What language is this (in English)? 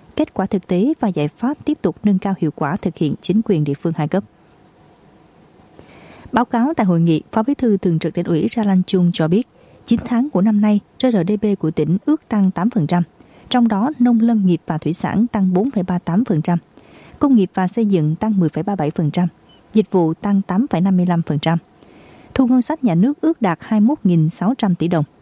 Vietnamese